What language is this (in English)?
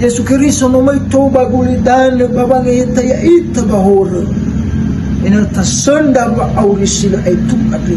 Nias